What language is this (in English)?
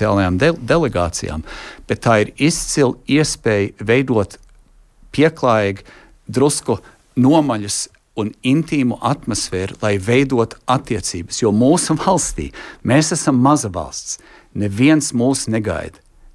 Latvian